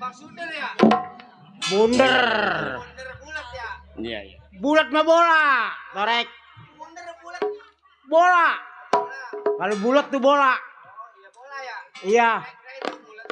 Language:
Betawi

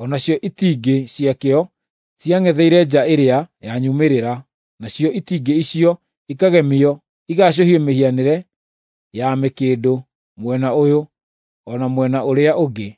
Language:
Kikuyu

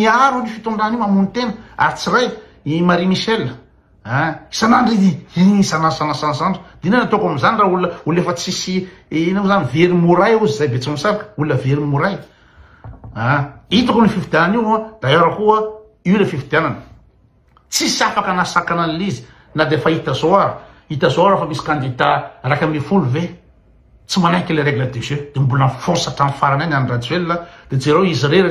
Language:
Malagasy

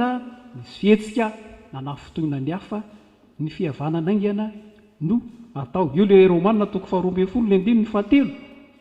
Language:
Malagasy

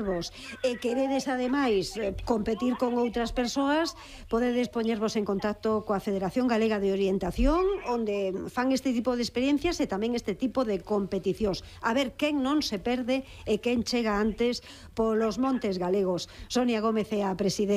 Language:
Galician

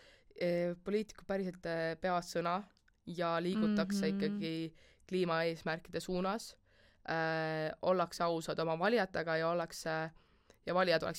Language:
Estonian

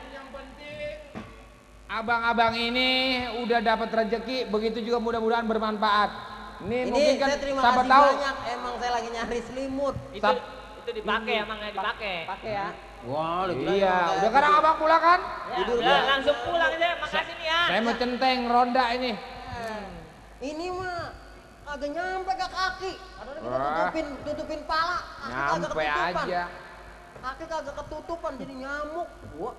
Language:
Betawi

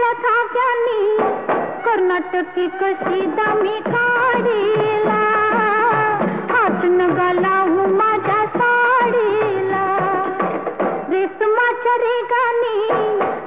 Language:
Marathi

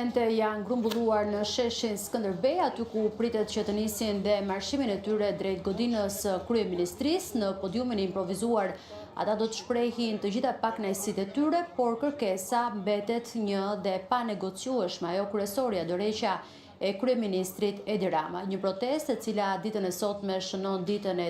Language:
Albanian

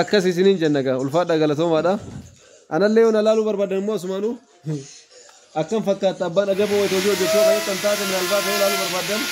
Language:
Oromo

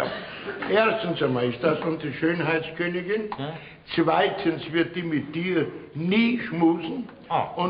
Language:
Bavarian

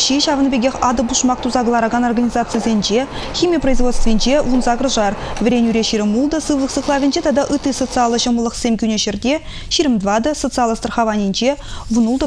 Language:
Chuvash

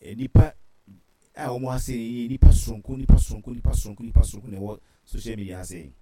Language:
Akan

